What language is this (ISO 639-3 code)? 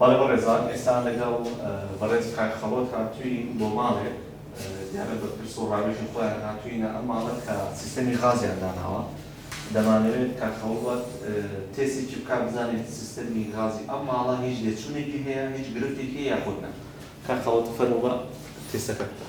ckb